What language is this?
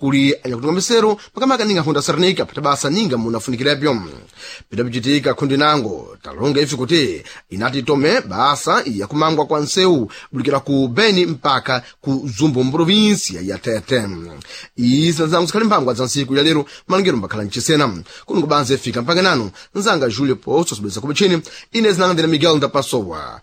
Sena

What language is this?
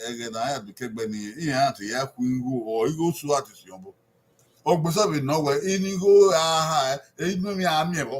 Bini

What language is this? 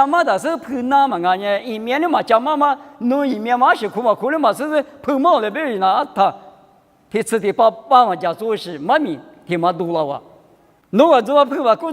Lisu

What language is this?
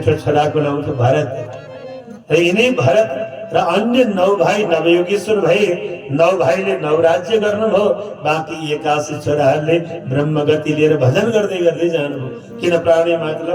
Nepali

